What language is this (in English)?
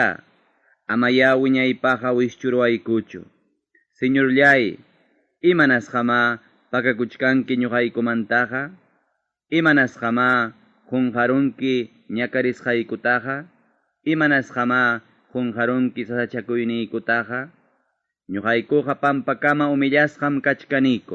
Ayacucho Quechua